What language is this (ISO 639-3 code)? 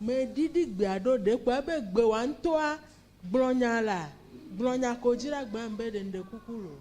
ewe